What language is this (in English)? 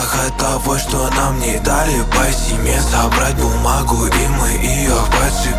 Russian